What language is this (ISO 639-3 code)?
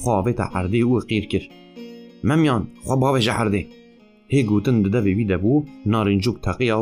kur